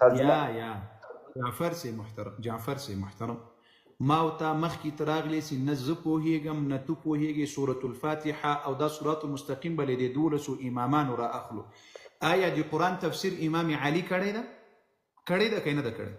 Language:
Pashto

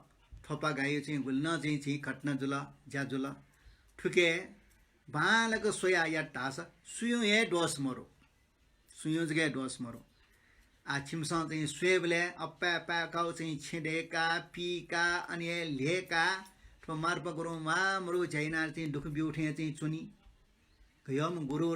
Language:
Newari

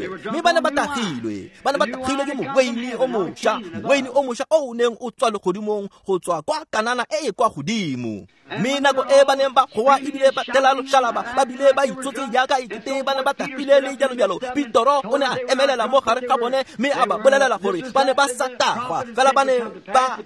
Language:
Tswana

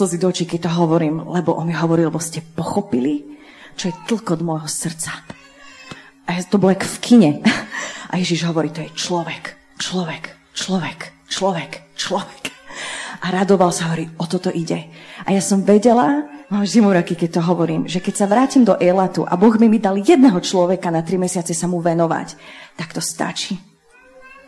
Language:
Slovak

